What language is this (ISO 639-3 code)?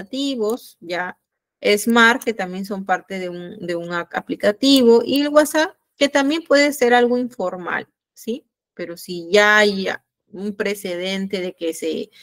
spa